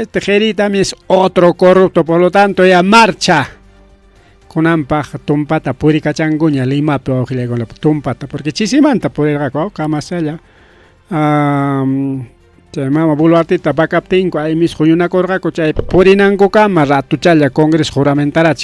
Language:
Ayacucho Quechua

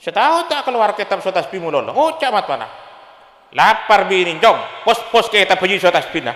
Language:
Madurese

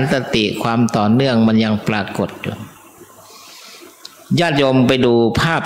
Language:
Thai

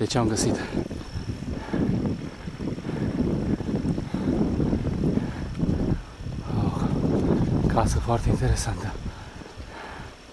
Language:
Romanian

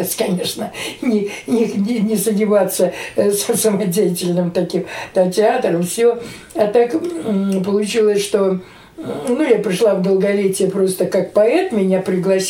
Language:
Russian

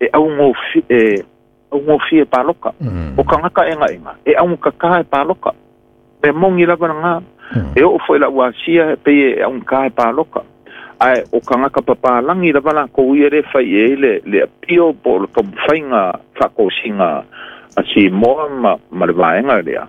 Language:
Samoan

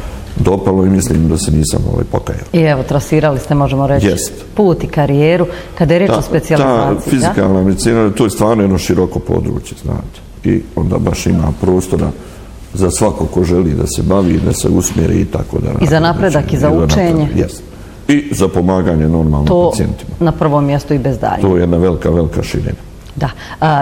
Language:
Bosnian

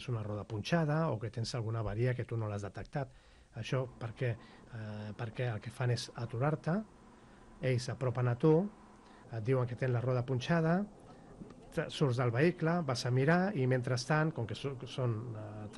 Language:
Catalan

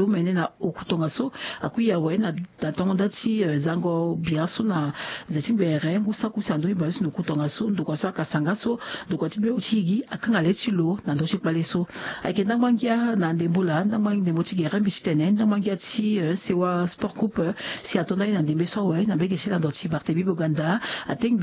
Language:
Sango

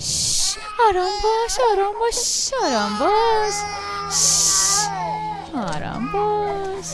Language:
Persian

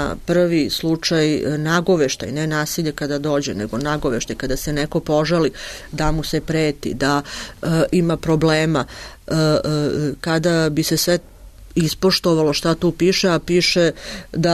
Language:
Serbian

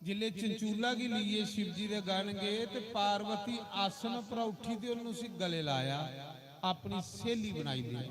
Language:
Dogri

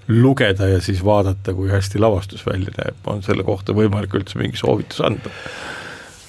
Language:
Estonian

